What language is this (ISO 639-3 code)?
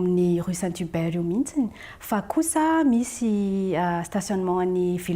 mlg